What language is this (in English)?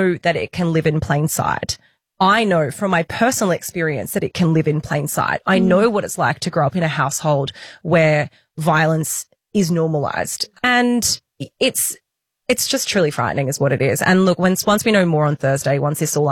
English